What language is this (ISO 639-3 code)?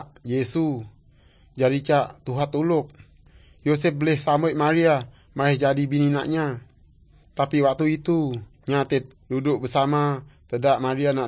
msa